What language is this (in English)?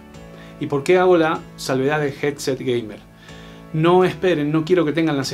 Spanish